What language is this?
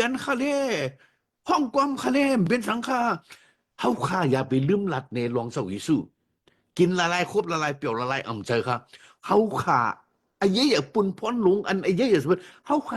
Shan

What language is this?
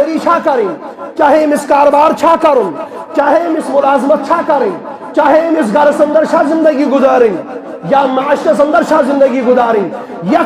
Kashmiri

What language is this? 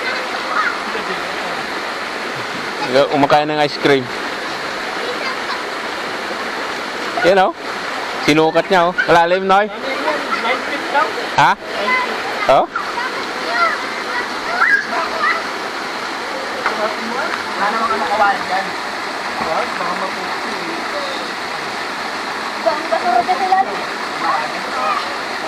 Filipino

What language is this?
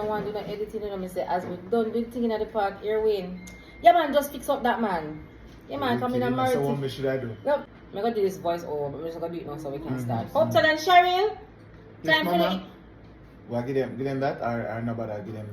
Jamaican Creole English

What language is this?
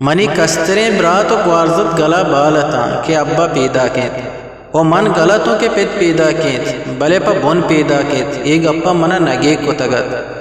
Eastern Balochi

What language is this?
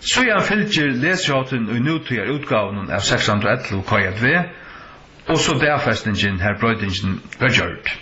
Faroese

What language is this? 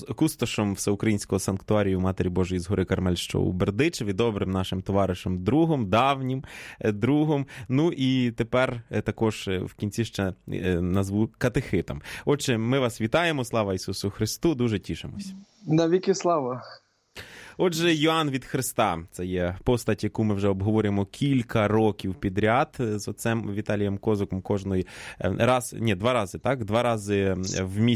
Ukrainian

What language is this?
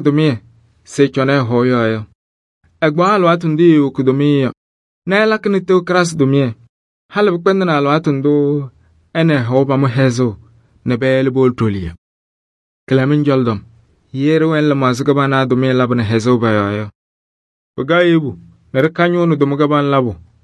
Kabiyè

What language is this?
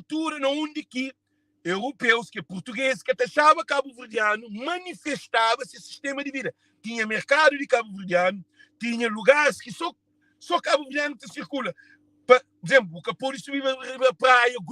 Kabuverdianu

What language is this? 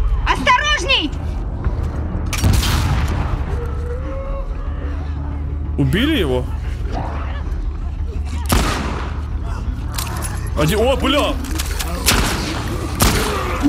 Russian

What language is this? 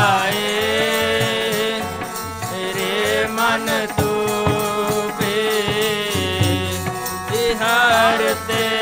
Punjabi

